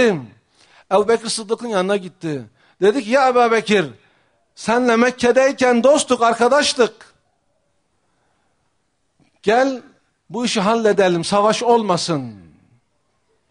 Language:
Turkish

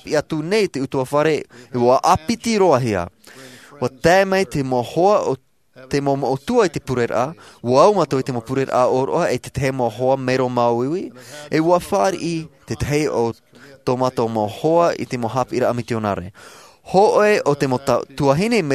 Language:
Tahitian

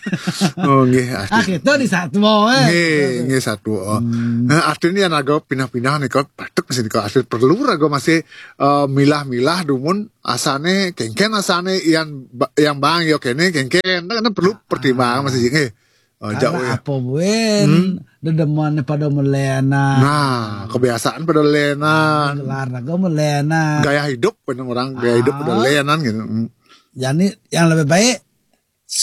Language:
Balinese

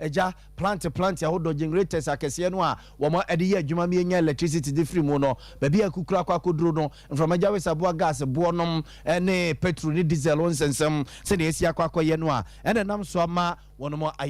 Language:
Akan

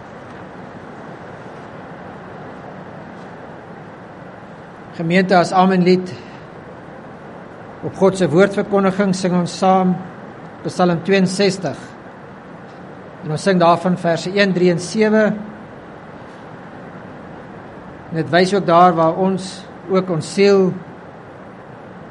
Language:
Afrikaans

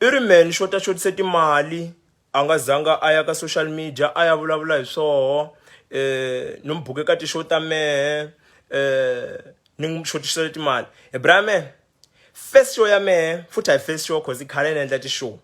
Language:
Tsonga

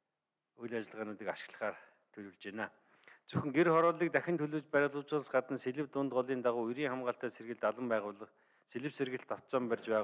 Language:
Mongolian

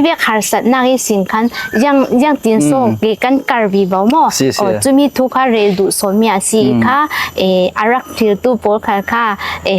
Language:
Falam Chin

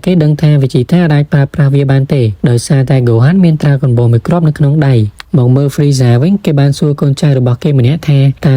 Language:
Khmer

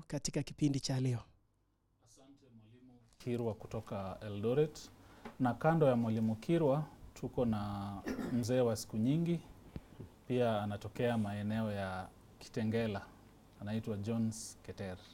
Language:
Swahili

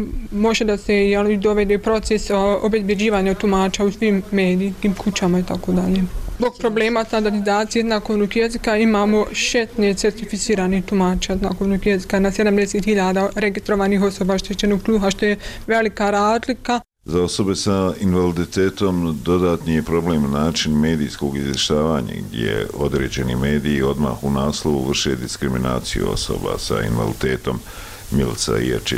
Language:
Bosnian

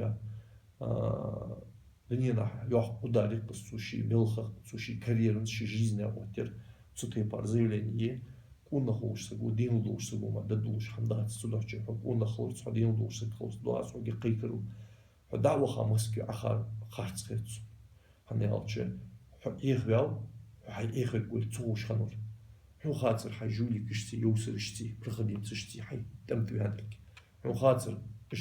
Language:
Ingush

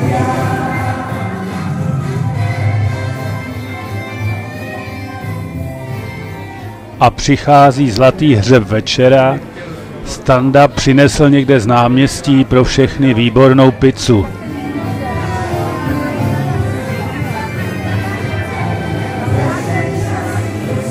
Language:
Czech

